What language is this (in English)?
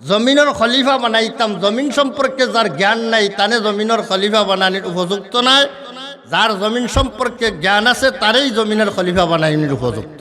Sylheti